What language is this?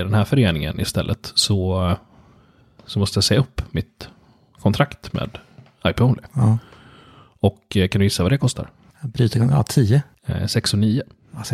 Swedish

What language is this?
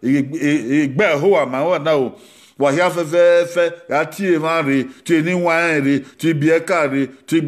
Bini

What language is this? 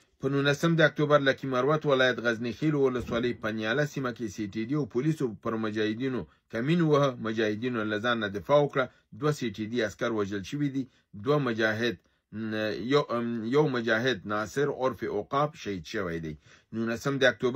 Pashto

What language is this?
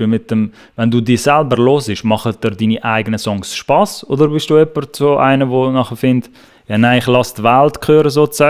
Swiss German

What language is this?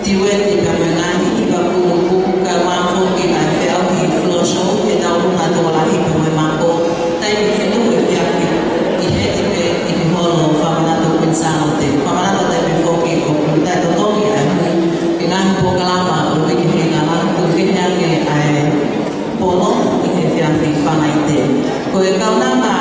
Tongan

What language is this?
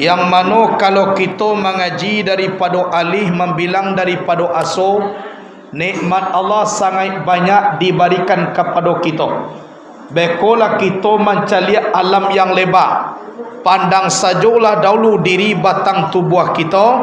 Minangkabau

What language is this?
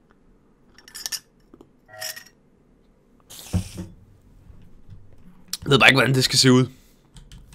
Danish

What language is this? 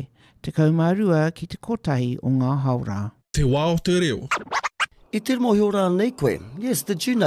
Māori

